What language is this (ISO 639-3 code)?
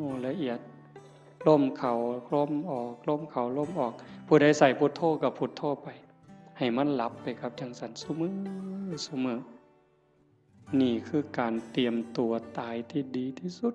tts